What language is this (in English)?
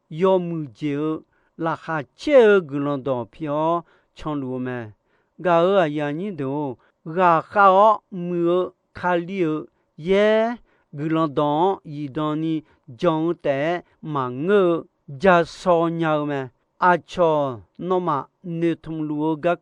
Akha